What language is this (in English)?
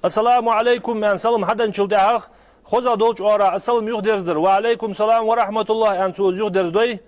Ingush